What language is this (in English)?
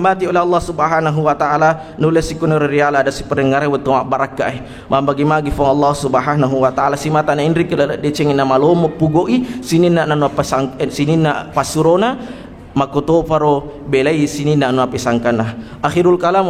Buginese